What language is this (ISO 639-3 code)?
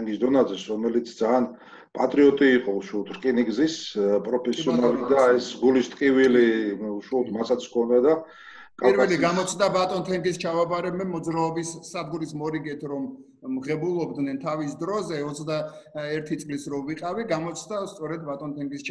kat